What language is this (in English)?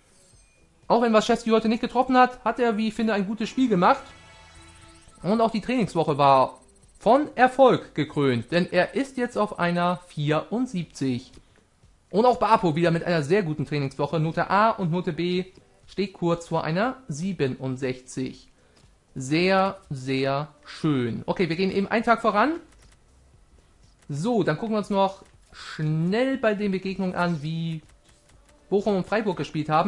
German